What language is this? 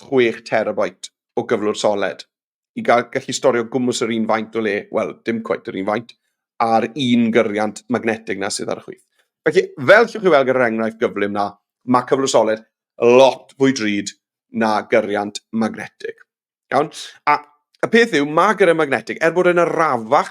Welsh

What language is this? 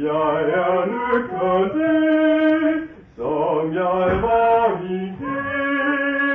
Danish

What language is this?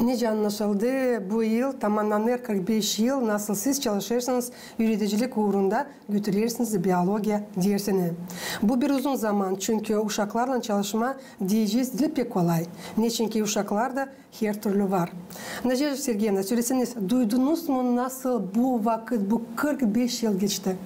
Gagauz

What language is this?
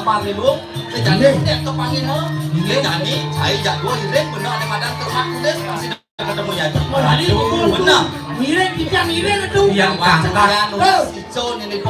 Balinese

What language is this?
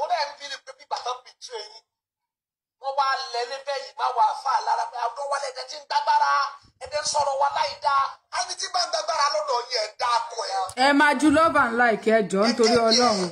Yoruba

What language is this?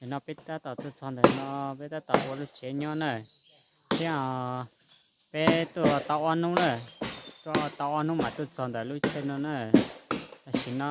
Hmong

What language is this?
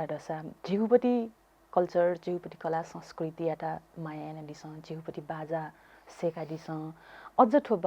Newari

